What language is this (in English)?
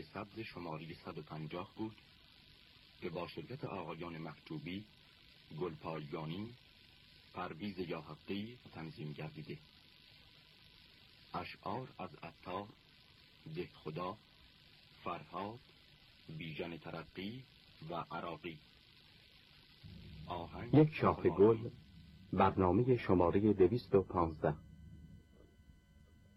Persian